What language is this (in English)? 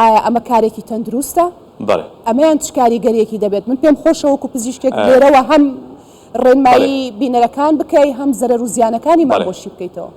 Central Kurdish